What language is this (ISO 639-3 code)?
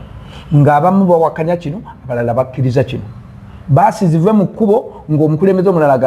lug